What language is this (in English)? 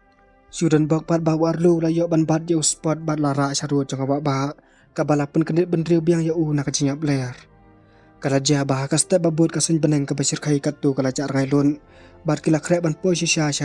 Khasi